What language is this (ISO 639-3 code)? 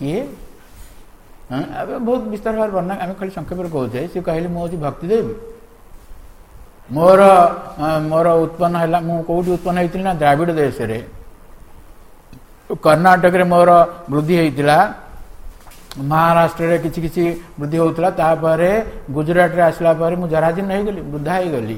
ori